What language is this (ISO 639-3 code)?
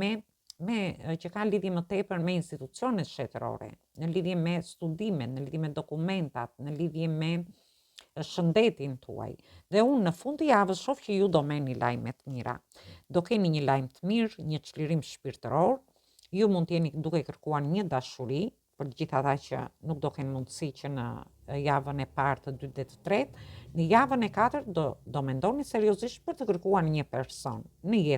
sqi